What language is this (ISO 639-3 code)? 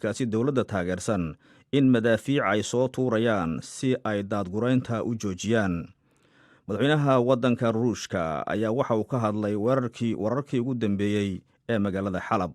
som